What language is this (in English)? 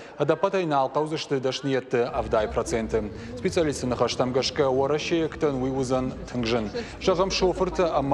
Ossetic